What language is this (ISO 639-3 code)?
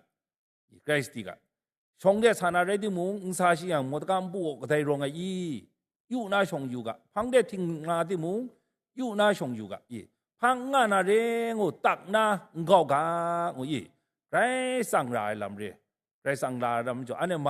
kac